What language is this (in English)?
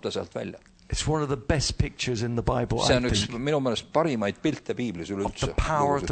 Estonian